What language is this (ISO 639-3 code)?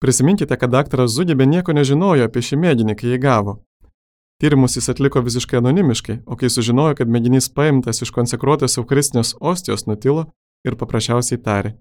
lit